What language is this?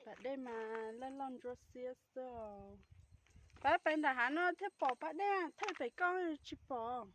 Hmong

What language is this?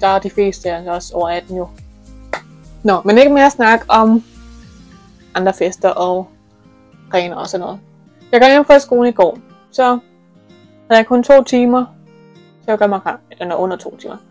Danish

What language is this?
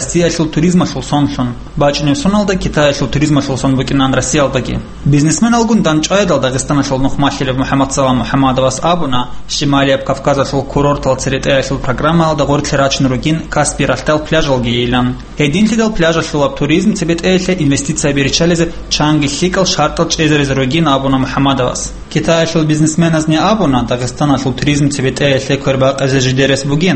Avaric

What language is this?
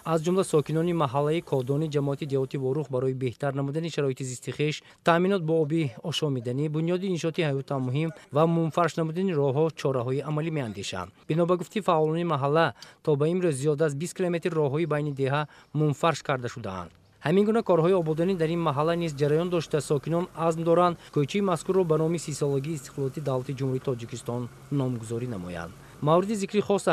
Tajik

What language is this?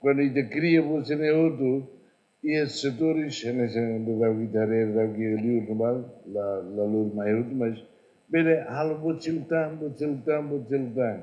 Tetum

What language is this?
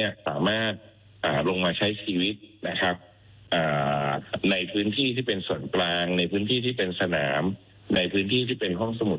Thai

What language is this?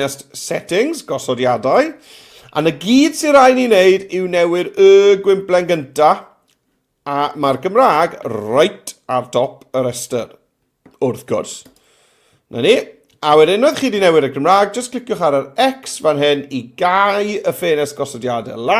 Welsh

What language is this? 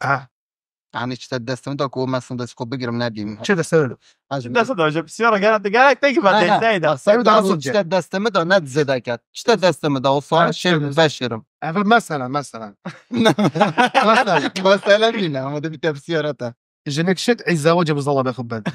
Kurdish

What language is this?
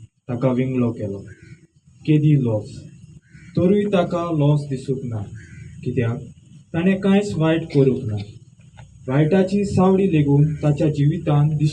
Konkani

